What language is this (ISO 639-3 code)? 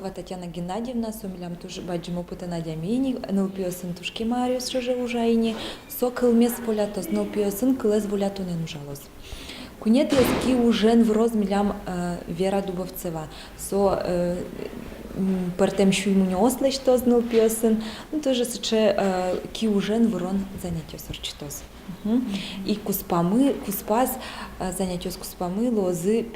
udm